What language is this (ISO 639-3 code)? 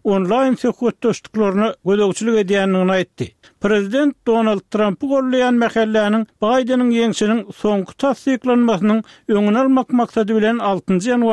tuk